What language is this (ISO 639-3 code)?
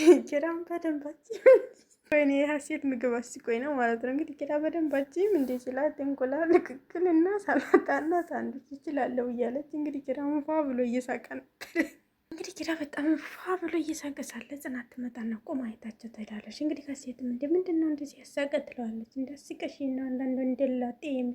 amh